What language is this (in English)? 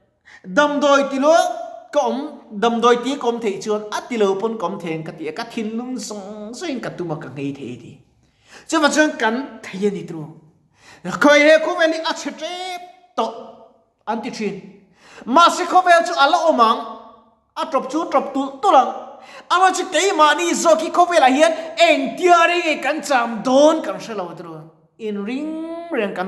Mizo